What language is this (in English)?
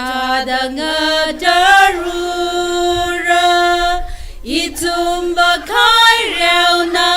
Tangkhul Naga (India)